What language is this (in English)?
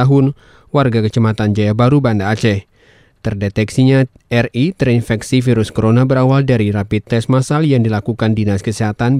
Indonesian